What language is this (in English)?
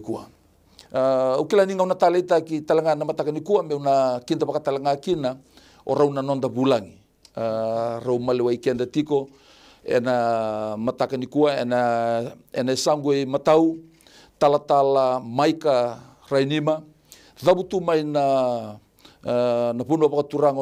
Fijian